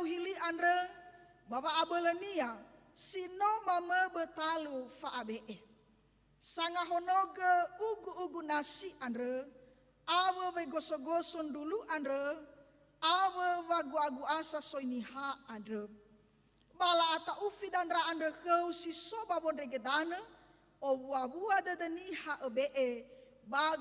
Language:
Nias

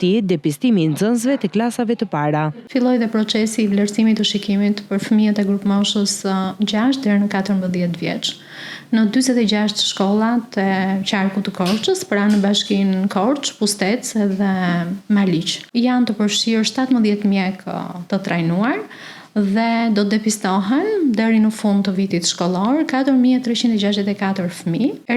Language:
Albanian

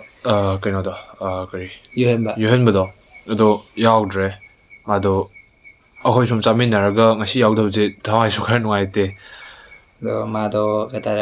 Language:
Manipuri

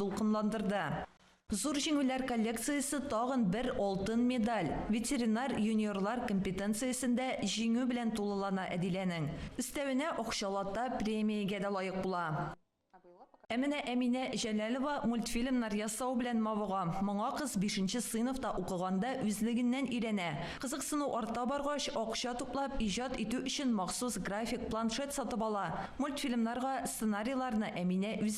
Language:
Tatar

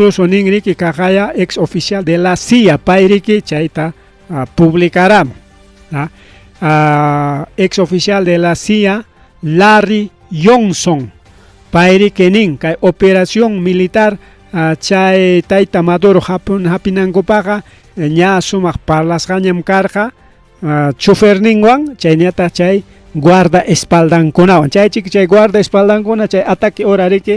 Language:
Ayacucho Quechua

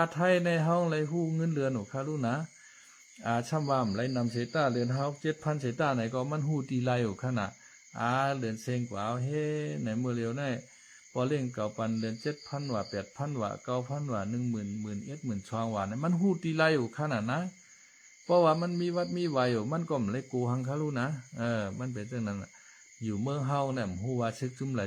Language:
Shan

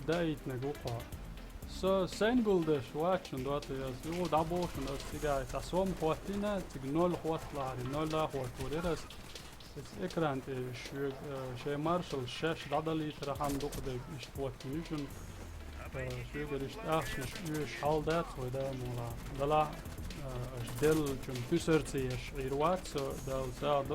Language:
Chechen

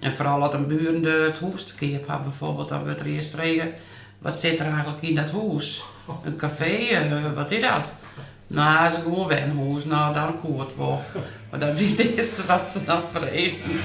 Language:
Western Frisian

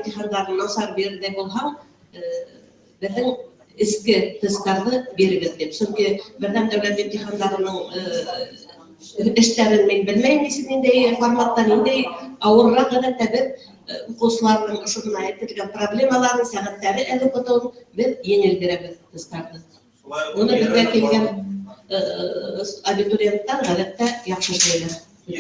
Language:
Bashkir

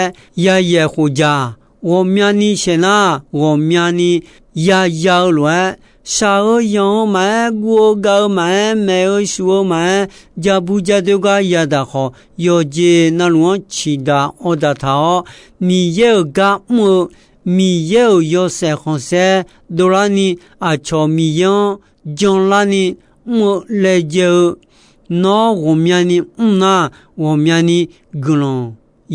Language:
Akha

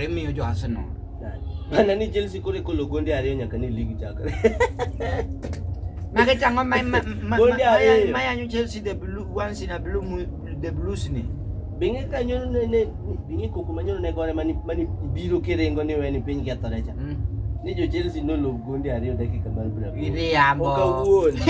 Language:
Luo (Kenya and Tanzania)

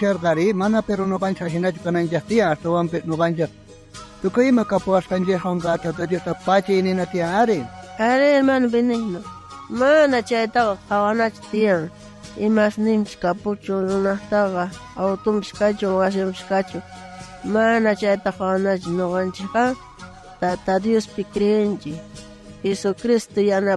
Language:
South Bolivian Quechua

